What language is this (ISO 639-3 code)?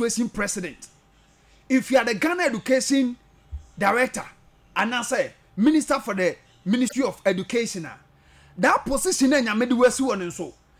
aka